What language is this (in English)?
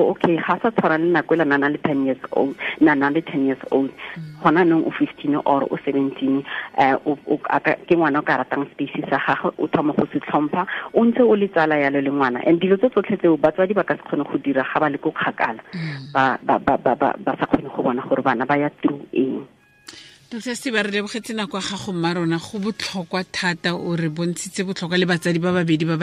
Tswana